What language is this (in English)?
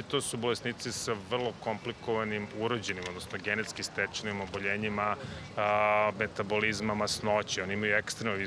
Serbian